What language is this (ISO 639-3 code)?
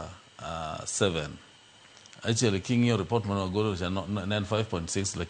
luo